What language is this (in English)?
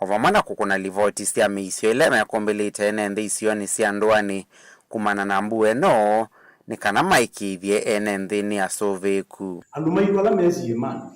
Kamba